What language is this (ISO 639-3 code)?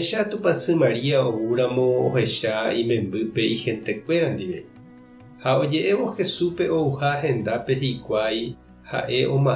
grn